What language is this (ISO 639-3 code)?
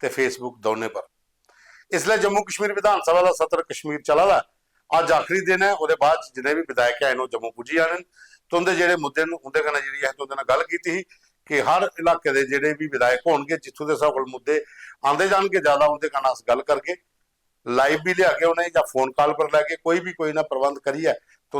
doi